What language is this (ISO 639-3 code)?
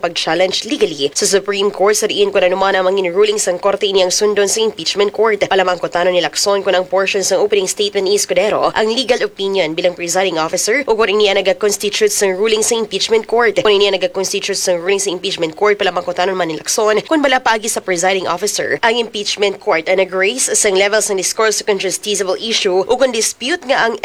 hil